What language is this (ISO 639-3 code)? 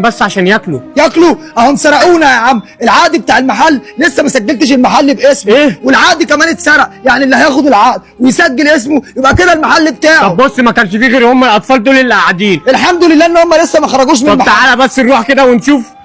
arz